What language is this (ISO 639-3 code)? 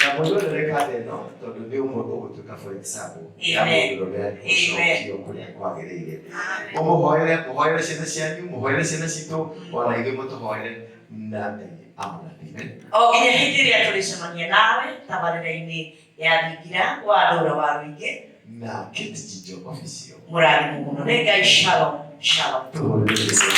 kik